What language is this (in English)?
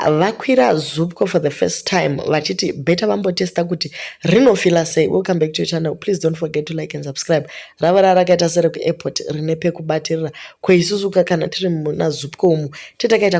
Shona